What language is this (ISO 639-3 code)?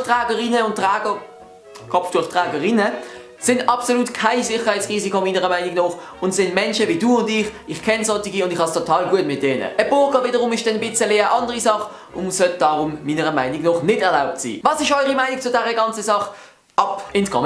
gsw